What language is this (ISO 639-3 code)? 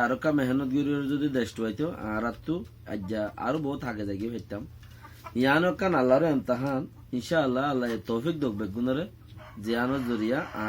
rhg